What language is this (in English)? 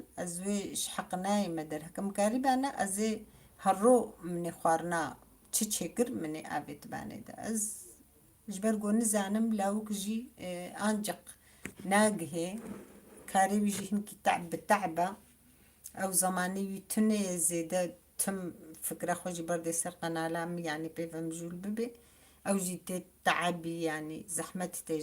Kurdish